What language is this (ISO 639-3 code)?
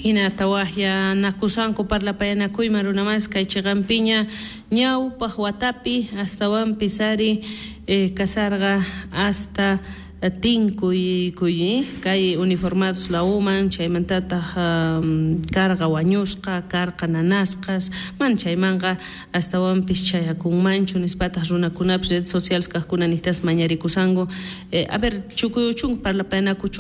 quh